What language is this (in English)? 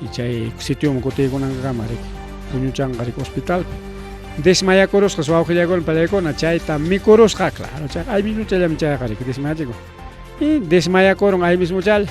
Ayacucho Quechua